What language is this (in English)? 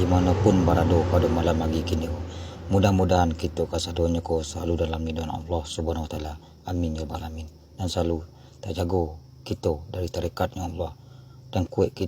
Minangkabau